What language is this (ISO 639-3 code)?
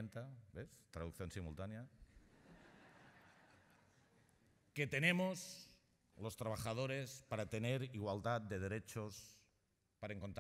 cat